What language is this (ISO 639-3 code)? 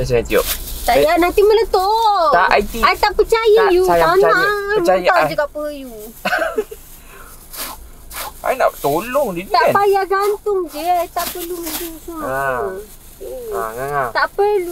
msa